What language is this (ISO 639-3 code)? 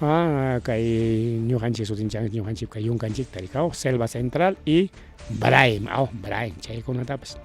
quy